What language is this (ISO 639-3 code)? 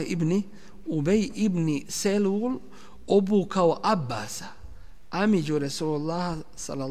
bos